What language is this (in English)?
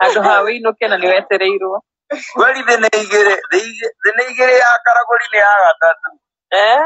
Kikuyu